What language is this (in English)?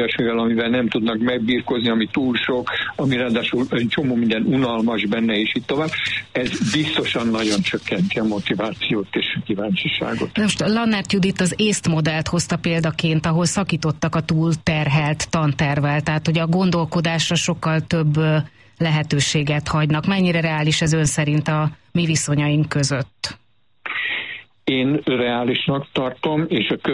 Hungarian